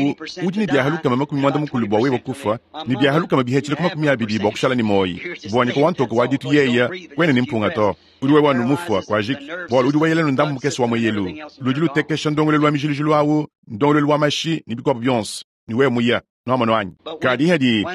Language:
Luba-Lulua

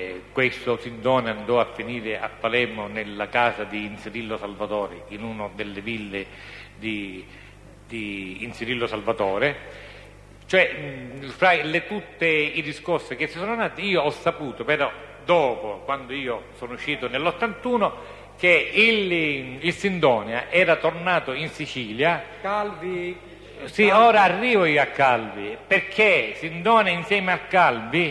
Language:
Italian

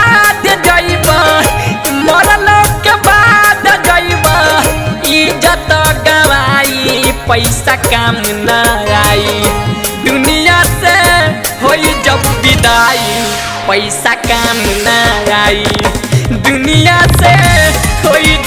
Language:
Bhojpuri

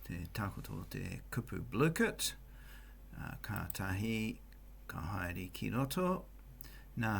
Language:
Māori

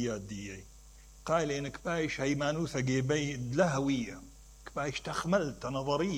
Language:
Mesopotamian Arabic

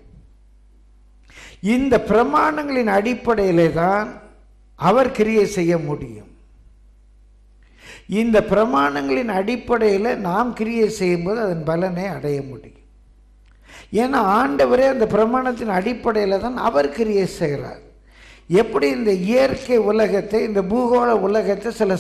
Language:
Tamil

